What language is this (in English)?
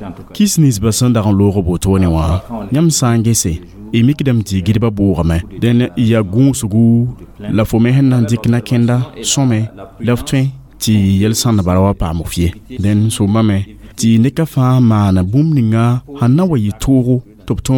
Mossi